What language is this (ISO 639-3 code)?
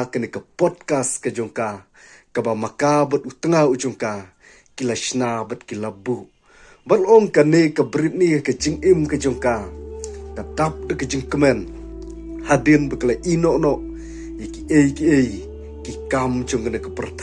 kha